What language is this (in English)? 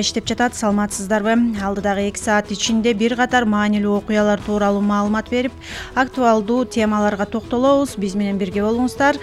Kyrgyz